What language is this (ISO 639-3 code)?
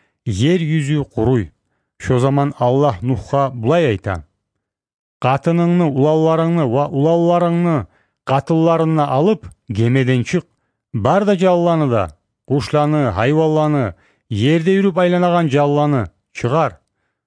kum